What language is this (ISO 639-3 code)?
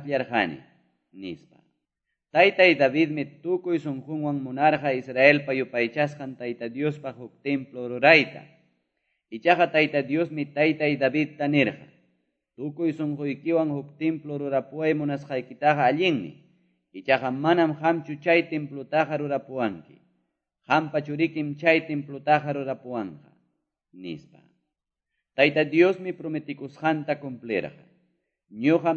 que